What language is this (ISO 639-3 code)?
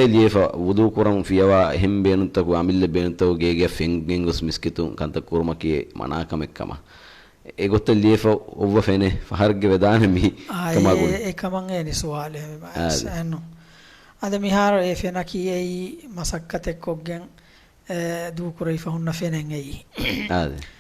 div